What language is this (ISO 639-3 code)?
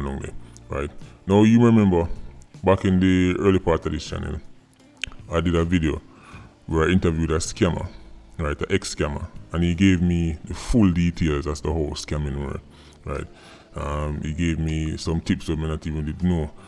jam